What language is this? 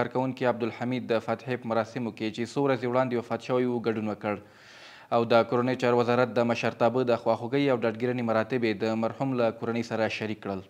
Pashto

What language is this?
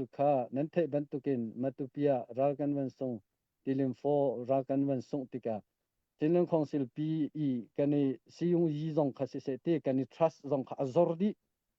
Hakha Chin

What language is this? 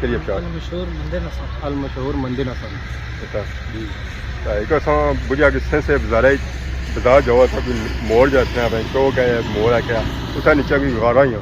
Pahari-Potwari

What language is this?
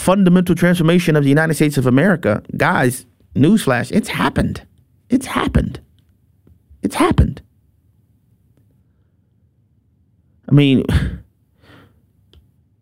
English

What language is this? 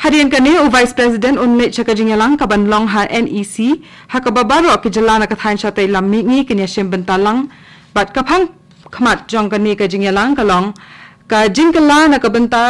Khasi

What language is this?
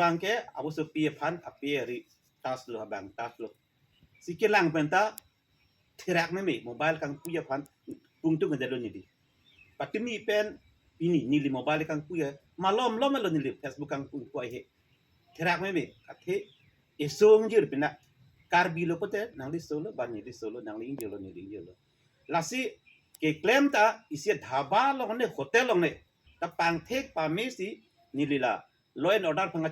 Karbi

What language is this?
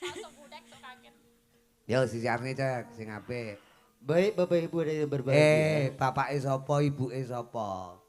Javanese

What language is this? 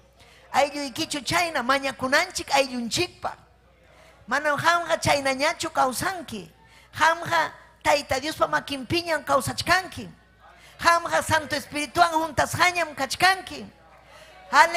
Ayacucho Quechua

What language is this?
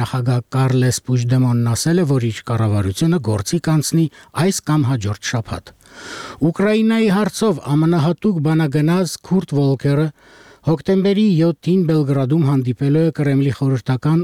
Armenian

